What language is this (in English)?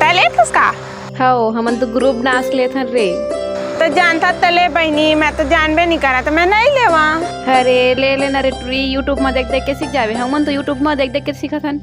Chhattisgarhi